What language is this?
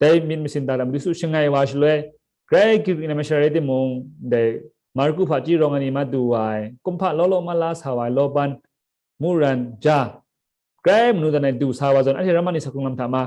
Kachin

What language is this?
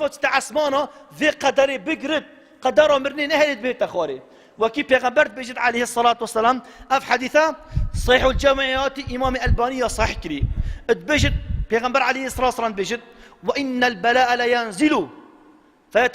Kurdish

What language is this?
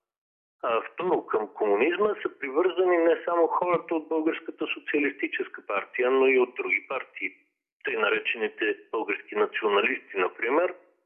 Bulgarian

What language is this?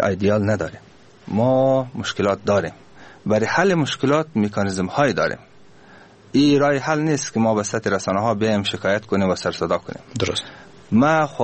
Persian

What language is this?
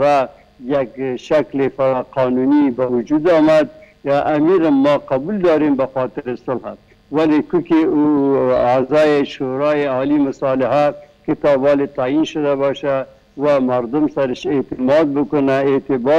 Persian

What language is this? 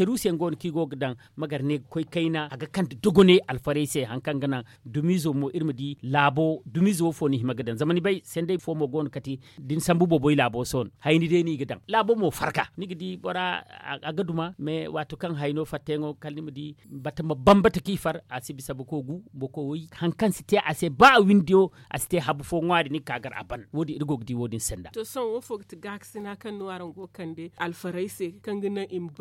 Zarma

